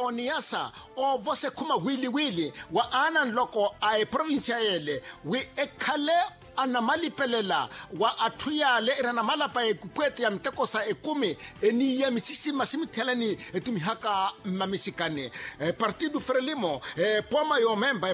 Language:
Makhuwa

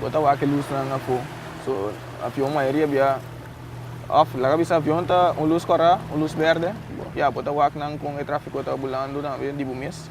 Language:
Papiamento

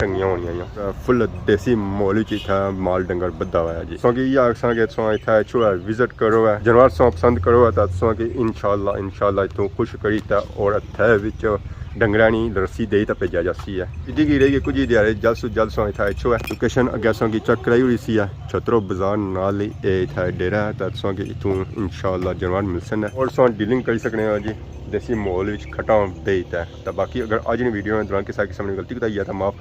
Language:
Pahari-Potwari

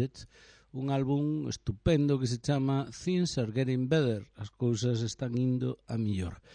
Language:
Galician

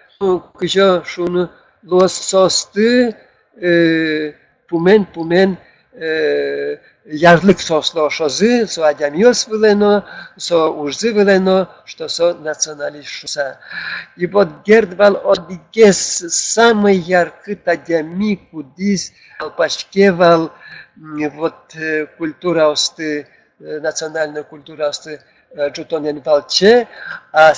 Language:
Udmurt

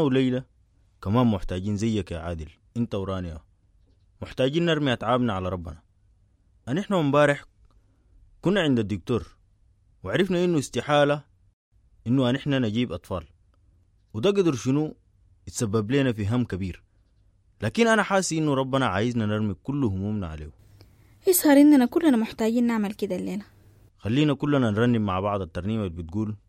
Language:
Sudanese Arabic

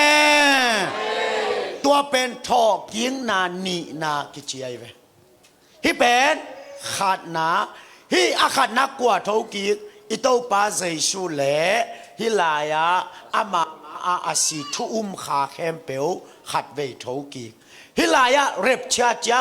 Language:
Tedim Chin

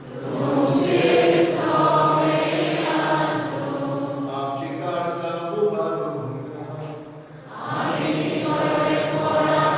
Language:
Konkani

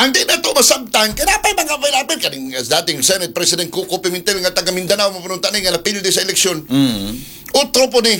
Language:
Cebuano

